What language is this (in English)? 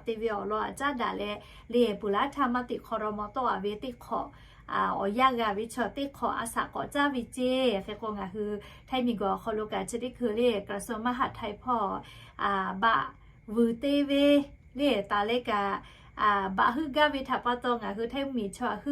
Lahu